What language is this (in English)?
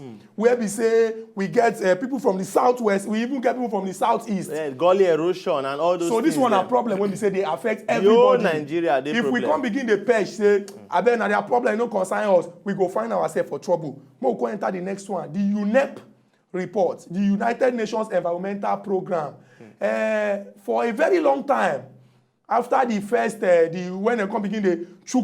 Nigerian Pidgin